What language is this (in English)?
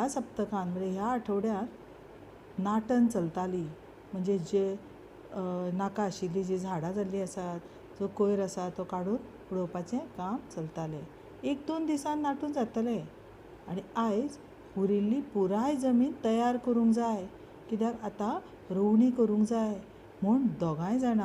Konkani